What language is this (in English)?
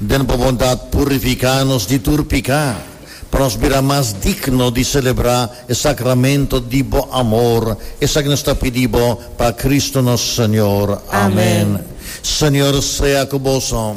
Papiamento